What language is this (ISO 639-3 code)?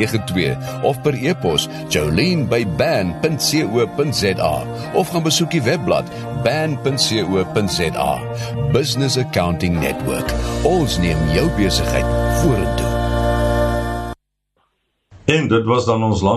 afr